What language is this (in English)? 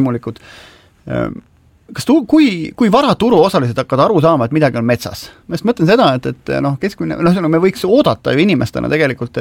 Estonian